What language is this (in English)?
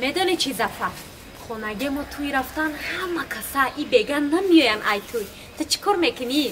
Tajik